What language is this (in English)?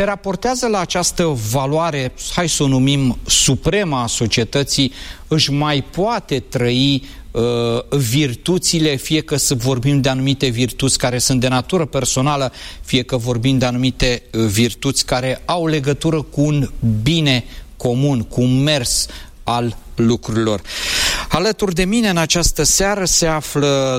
Romanian